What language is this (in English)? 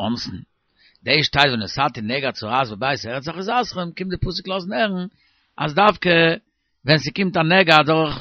Yiddish